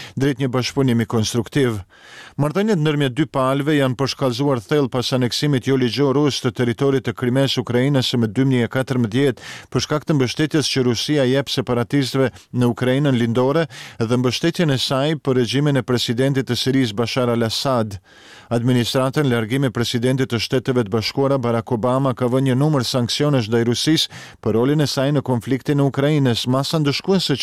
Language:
Albanian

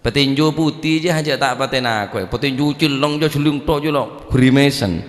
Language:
Madurese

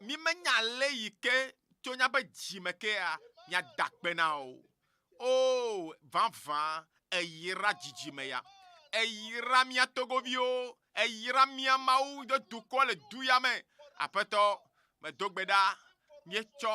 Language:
Ewe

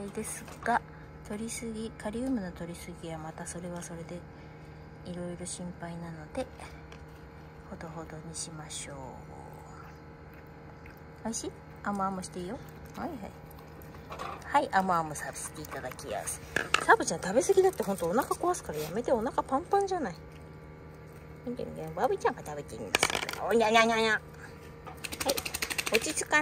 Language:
Japanese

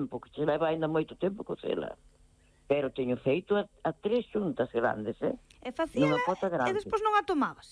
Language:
Galician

